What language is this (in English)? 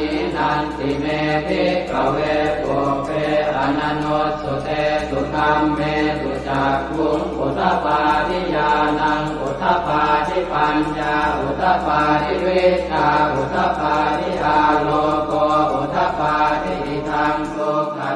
Pali